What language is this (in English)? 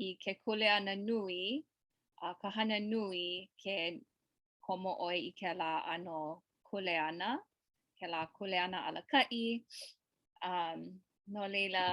Hawaiian